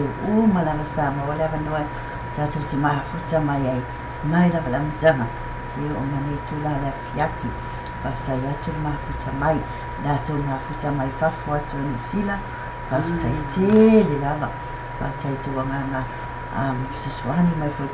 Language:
Samoan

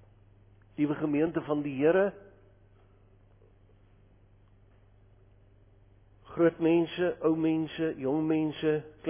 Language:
Afrikaans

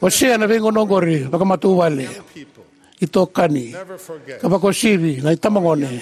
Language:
Fijian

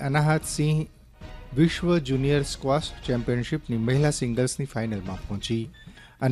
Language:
Gujarati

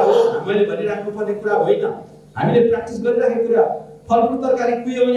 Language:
Nepali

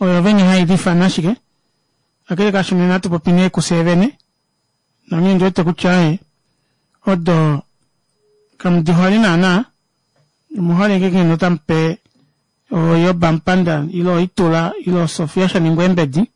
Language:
Kuanyama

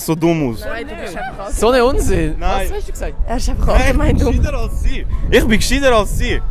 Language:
Swiss German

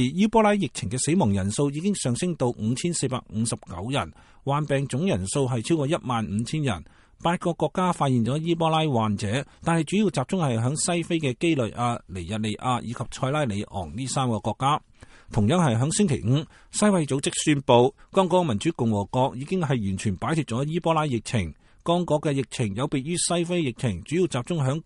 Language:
Cantonese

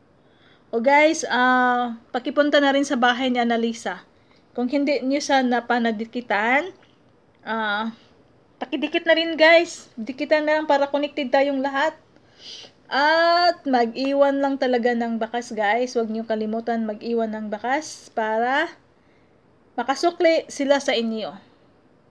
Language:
Filipino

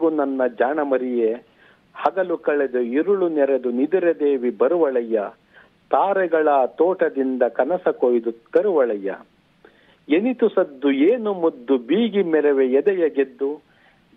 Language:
Kannada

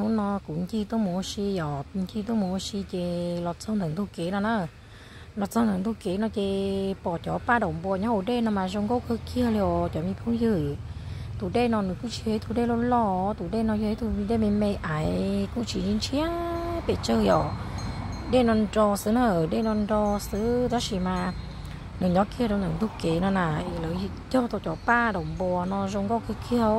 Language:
Hmong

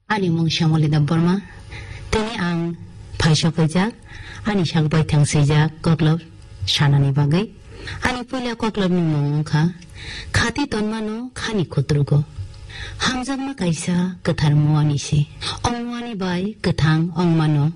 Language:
Kok Borok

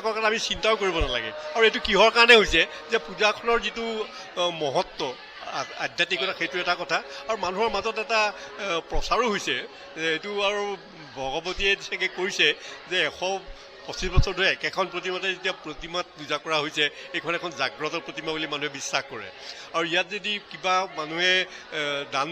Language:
Assamese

